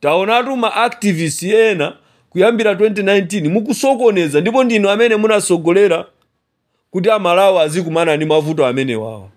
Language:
Nyanja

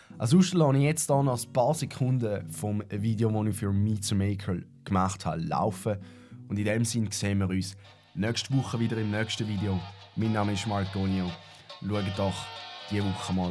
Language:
Swiss German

